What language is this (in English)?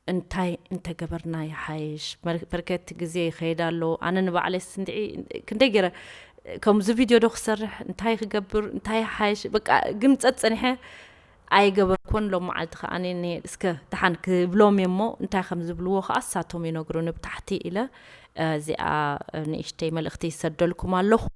Tigrinya